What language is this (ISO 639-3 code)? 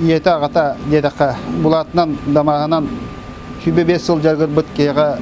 sah